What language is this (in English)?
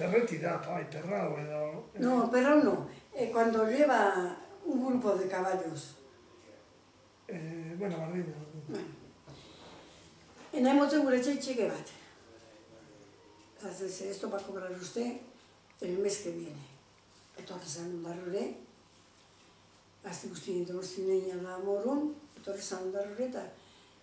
Basque